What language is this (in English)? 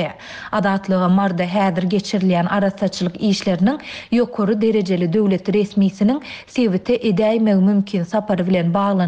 Turkmen